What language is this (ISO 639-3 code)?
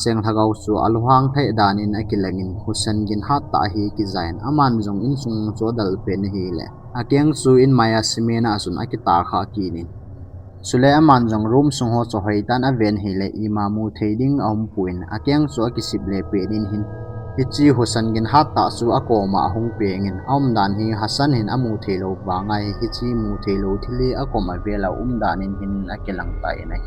tcz